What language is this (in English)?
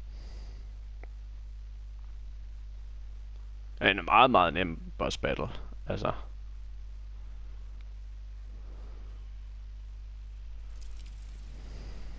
Danish